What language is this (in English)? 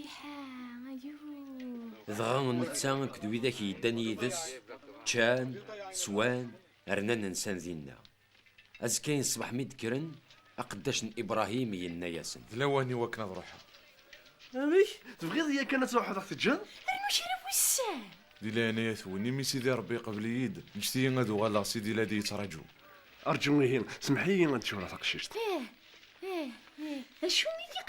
Kabyle